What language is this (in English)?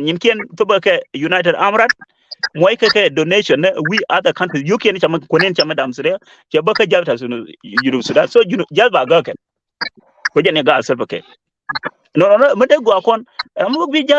Nuer